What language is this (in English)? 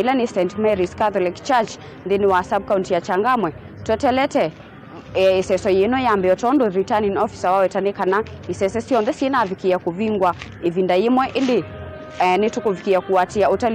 Kamba